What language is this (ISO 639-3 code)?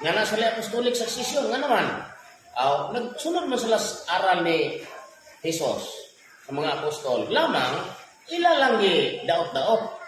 ceb